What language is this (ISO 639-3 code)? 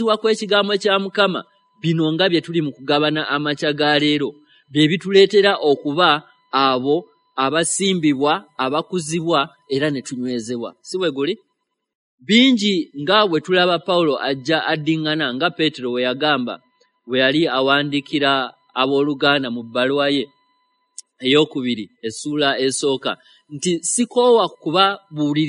lug